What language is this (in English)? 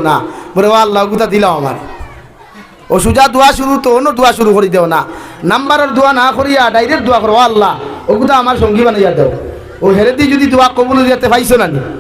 Sylheti